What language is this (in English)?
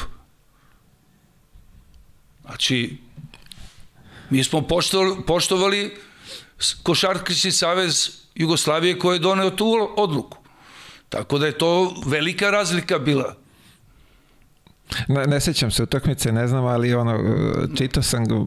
Serbian